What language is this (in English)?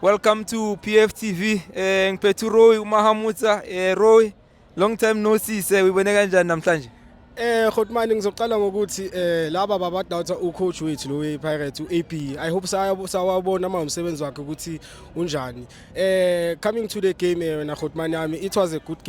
Zulu